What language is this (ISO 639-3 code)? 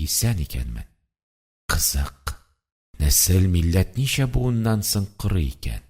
tat